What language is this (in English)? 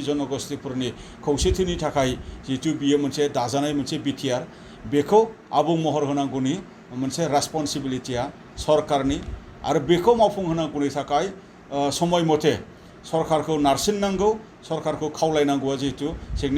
Bodo